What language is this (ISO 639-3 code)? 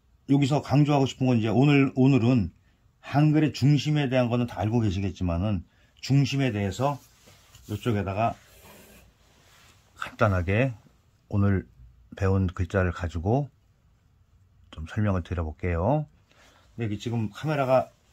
kor